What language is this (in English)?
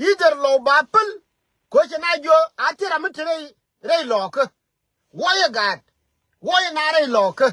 Nuer